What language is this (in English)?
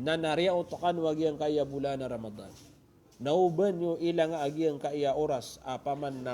Maranao